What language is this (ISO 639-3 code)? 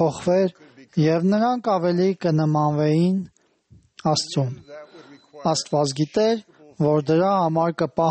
hye